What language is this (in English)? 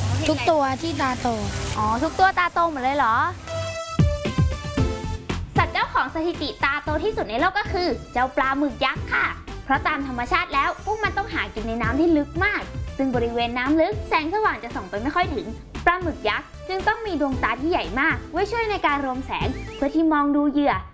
Thai